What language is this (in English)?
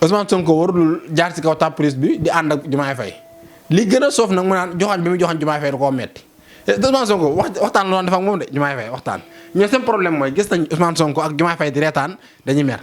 Wolof